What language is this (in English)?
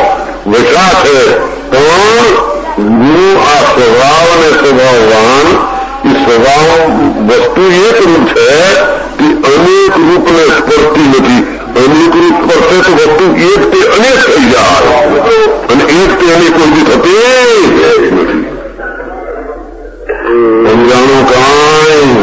Gujarati